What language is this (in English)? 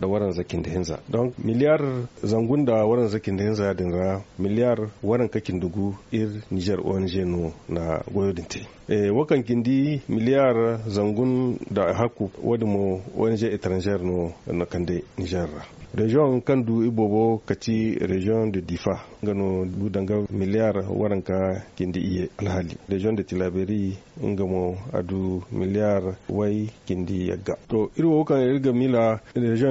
Zarma